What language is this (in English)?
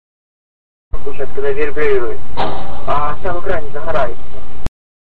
Russian